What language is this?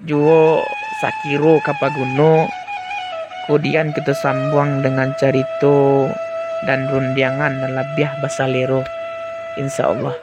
Minangkabau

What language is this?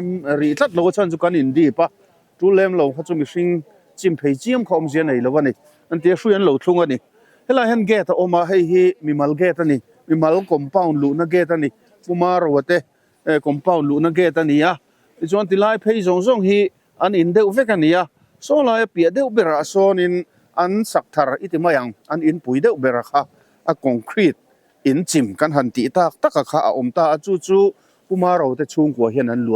Mizo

